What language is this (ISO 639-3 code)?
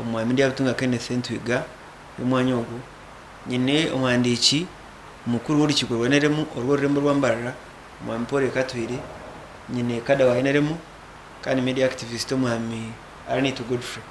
nyn